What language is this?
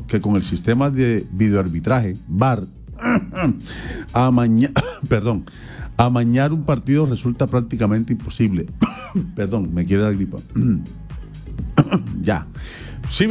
Spanish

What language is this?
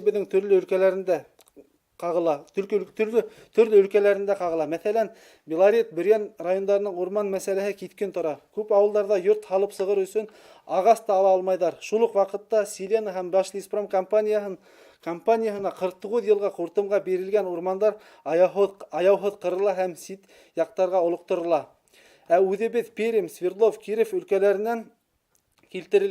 Bashkir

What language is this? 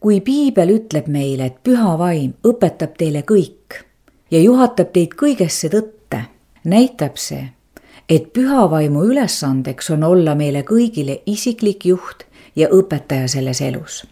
Estonian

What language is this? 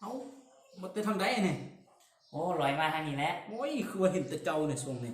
Northeastern Thai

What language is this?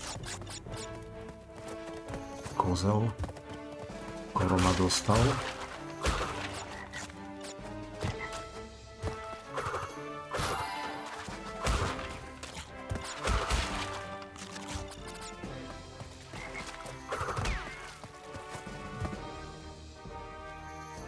Slovak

